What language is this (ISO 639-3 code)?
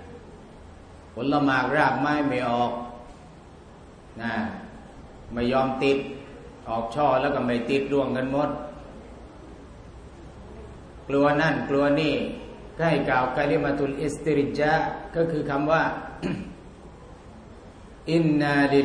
tha